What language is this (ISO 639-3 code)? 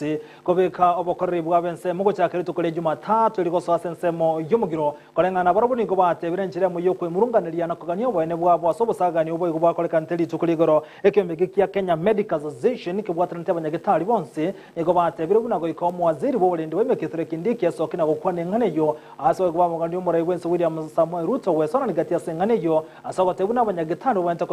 guz